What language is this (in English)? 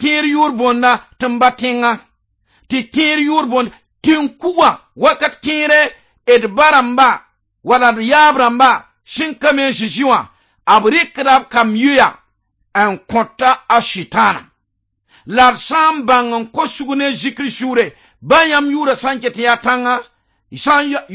Mossi